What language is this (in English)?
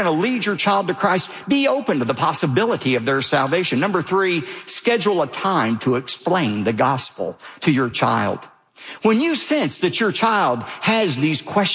English